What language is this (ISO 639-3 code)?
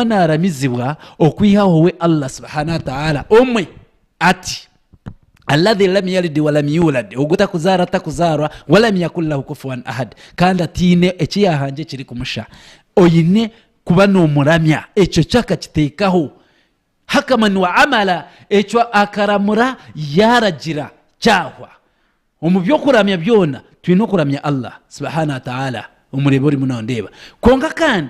nyn